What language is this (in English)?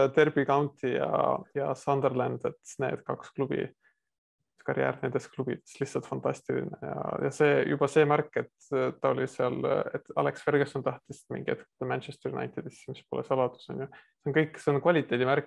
Estonian